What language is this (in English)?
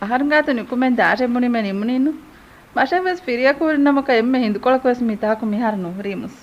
Divehi